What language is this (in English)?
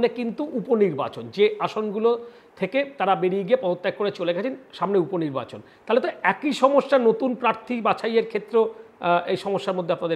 Bangla